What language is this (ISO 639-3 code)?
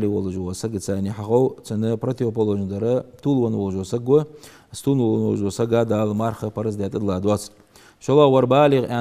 inh